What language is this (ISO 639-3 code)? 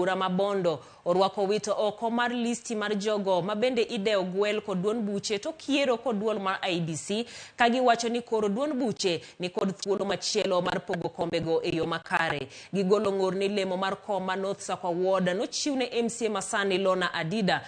luo